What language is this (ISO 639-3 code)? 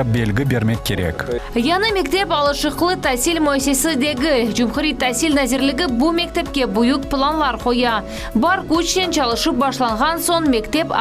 crh